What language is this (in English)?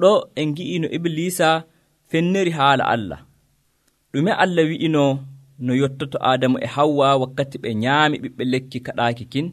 Nigerian Fulfulde